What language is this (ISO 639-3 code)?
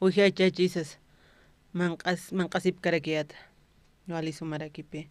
aym